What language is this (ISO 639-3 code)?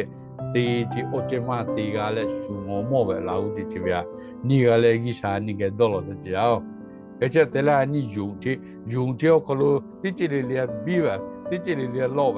lhu